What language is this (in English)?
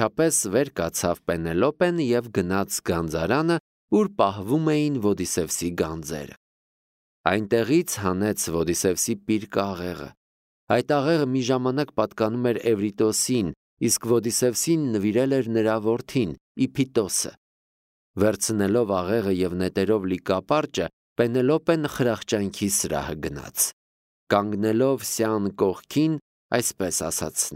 Armenian